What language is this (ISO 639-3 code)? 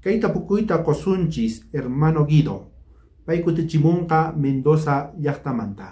quh